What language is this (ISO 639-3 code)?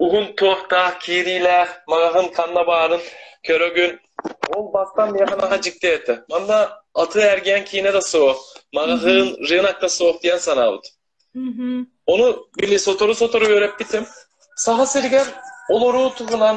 sah